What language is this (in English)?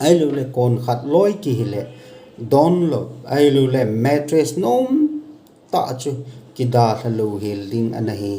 Thado Chin